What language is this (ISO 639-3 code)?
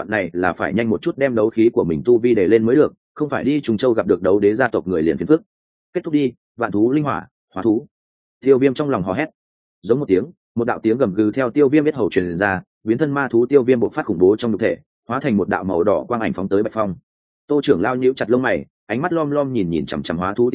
vie